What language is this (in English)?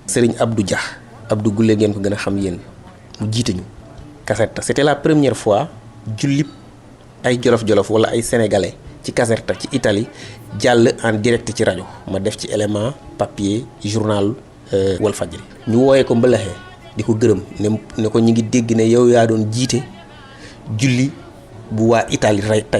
Wolof